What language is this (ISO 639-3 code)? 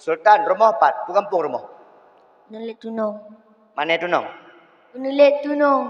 ace